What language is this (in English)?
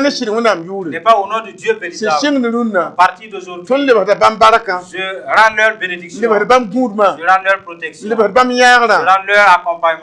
Mossi